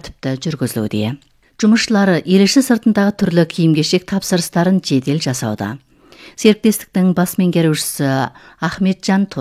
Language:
Kazakh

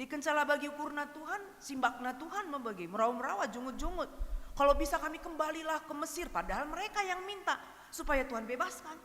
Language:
Batak Karo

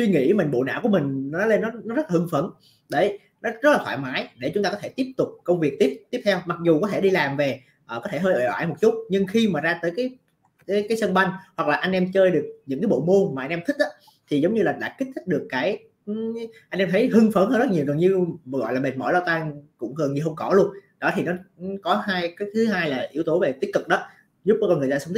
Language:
Vietnamese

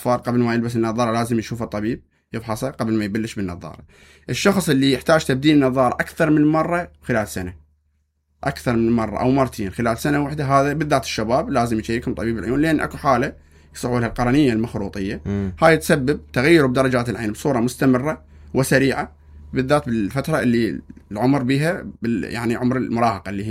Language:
Mesopotamian Arabic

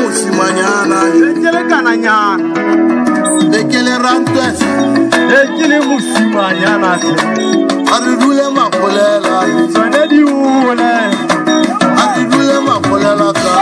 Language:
Tswana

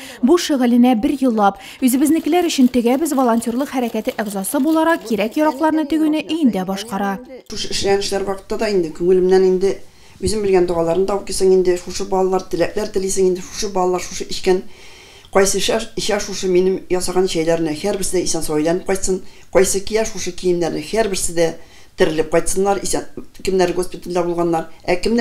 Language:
Tatar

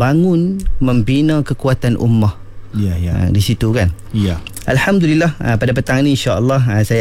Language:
Malay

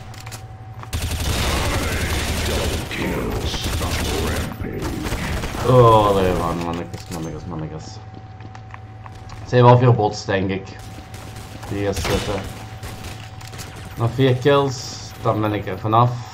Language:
Dutch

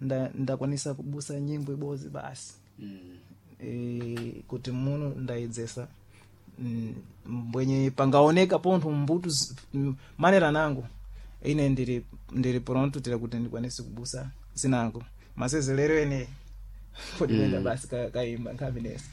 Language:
Sena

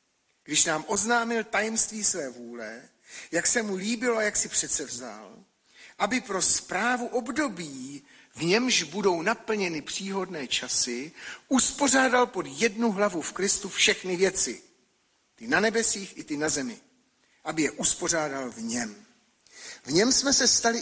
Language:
Czech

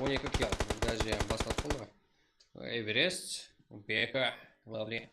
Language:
Kara-Kalpak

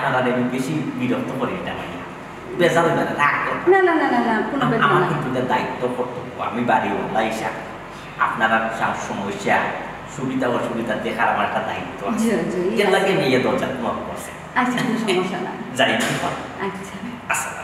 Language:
Sylheti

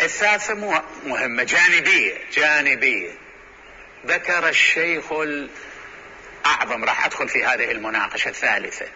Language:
Mesopotamian Arabic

